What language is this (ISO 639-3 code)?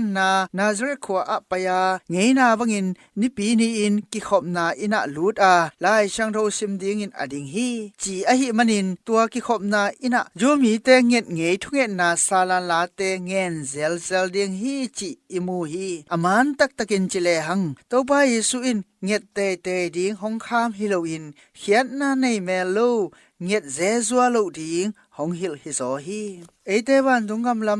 ctd